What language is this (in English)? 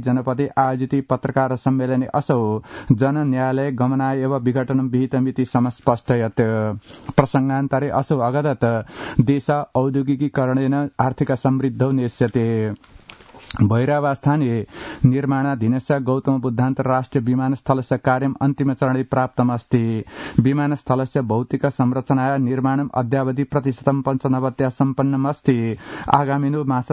Sanskrit